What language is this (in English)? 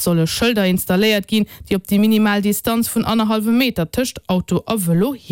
Luxembourgish